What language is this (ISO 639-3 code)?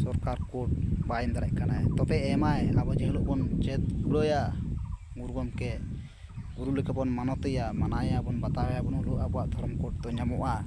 sat